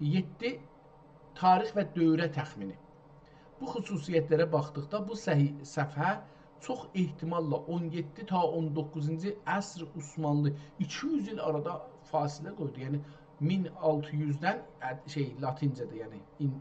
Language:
South Azerbaijani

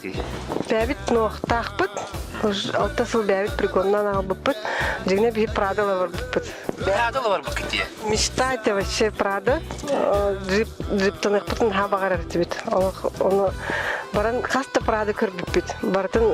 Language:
Yakut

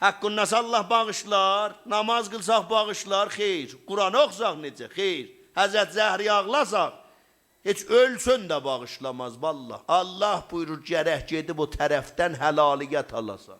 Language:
South Azerbaijani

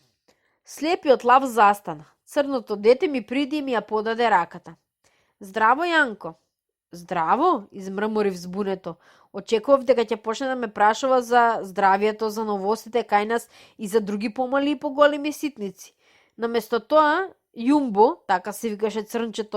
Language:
Macedonian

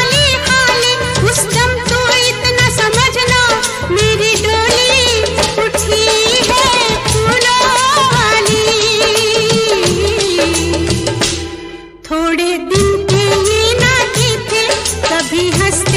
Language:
Hindi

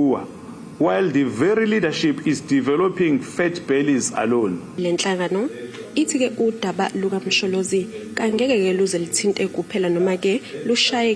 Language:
Zulu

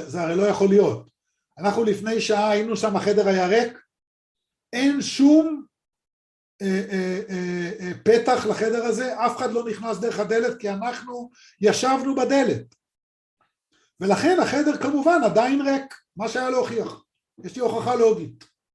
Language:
Hebrew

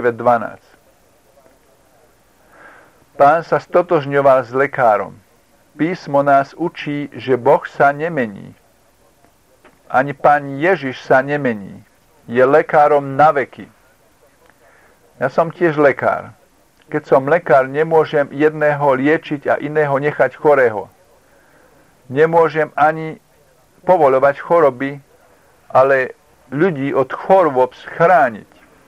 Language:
Slovak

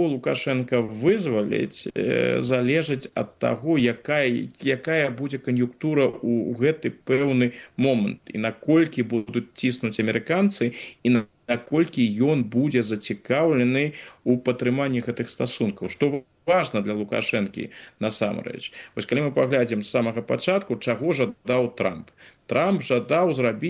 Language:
Belarusian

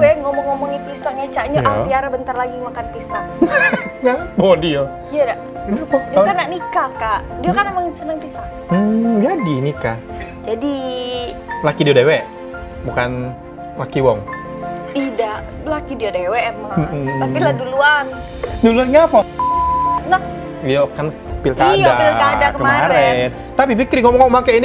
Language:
Musi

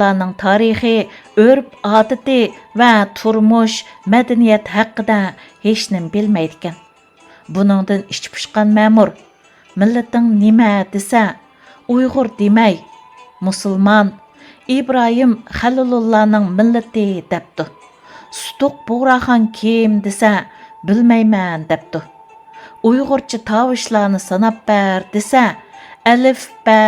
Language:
Uyghur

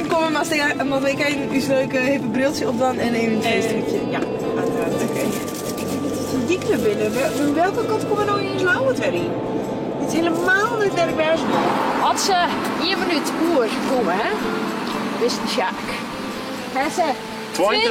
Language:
Western Frisian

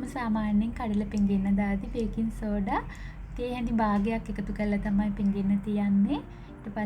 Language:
Sinhala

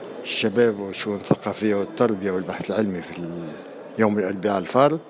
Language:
Tunisian Arabic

